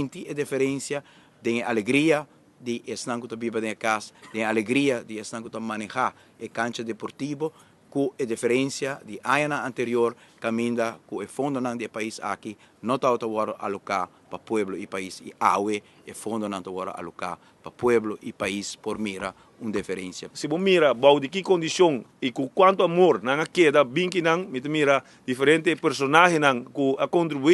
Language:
Papiamento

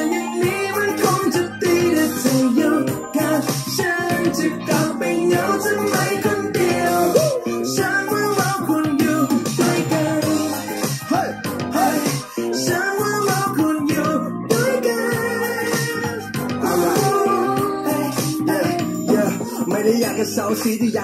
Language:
Thai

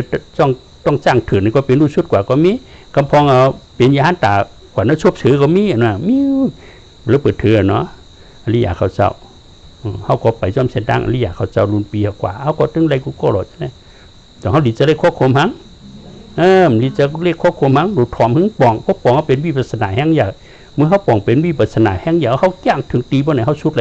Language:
Shan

